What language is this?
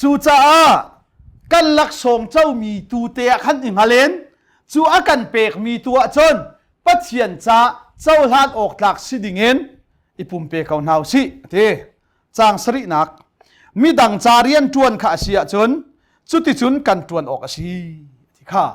Hakha Chin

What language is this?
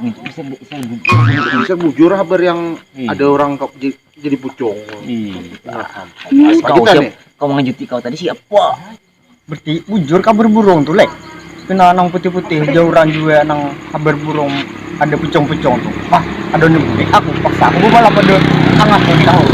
Banjar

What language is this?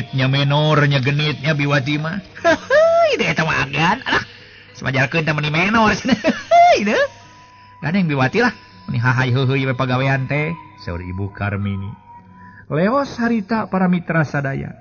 Sundanese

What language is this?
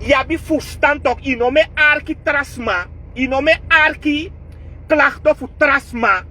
Sranan Tongo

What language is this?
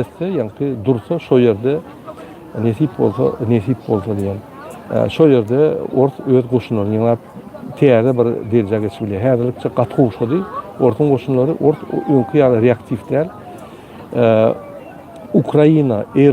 Turkmen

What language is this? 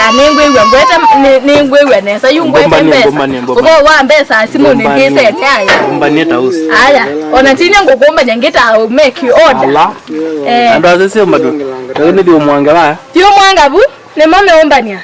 Kamba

